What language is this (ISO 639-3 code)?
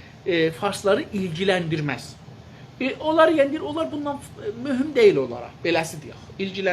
azb